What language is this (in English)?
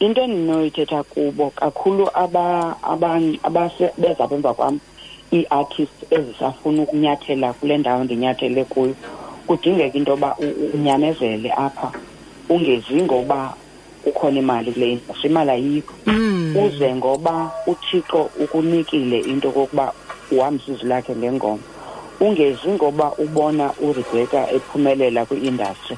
Xhosa